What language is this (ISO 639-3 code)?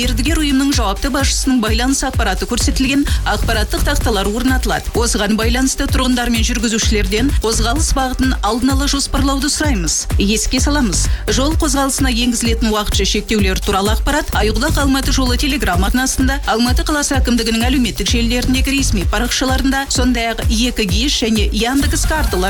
kaz